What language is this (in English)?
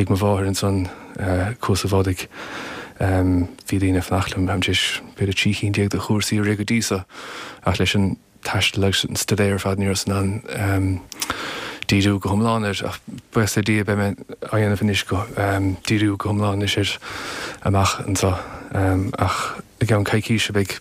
Irish